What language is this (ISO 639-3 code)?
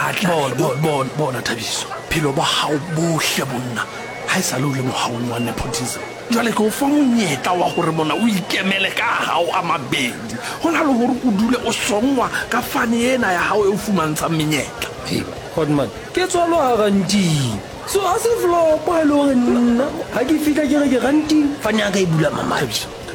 sot